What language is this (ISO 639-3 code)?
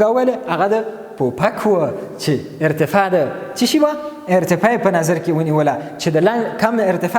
pus